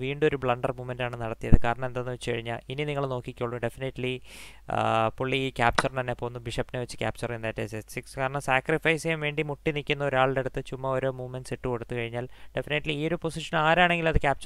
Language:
Malayalam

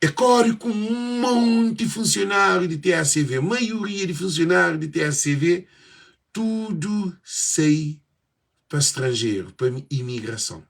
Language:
Kabuverdianu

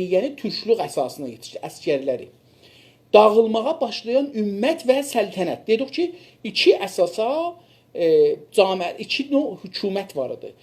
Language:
South Azerbaijani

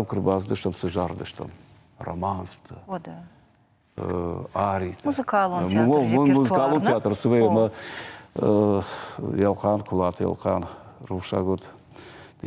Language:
Ossetic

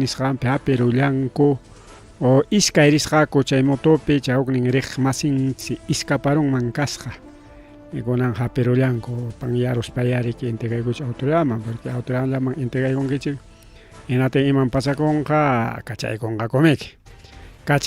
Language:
Ayacucho Quechua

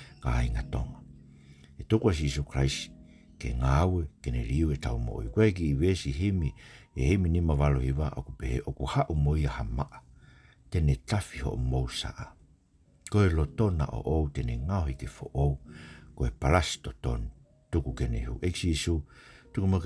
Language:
Tongan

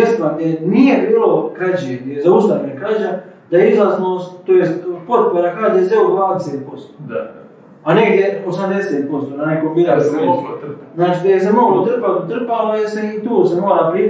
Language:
Croatian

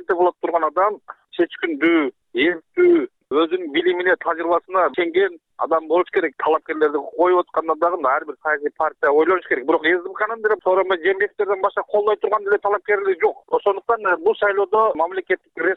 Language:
Kyrgyz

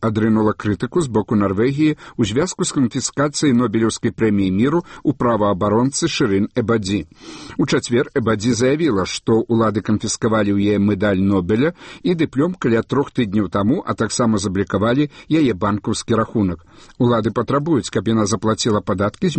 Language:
Belarusian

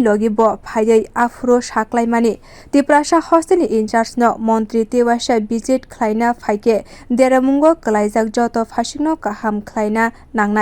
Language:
Kok Borok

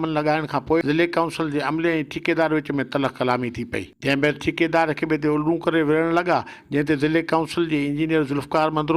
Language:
Sindhi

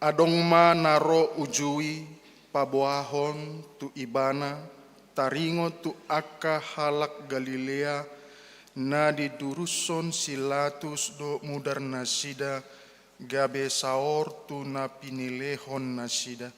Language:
Batak Toba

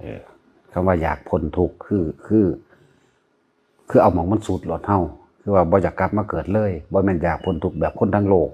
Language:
Northeastern Thai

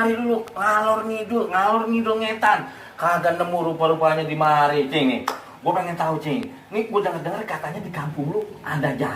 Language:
Betawi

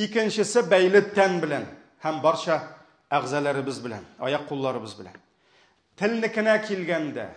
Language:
Tatar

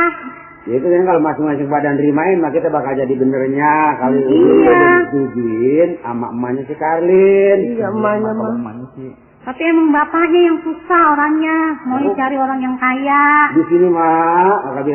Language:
Betawi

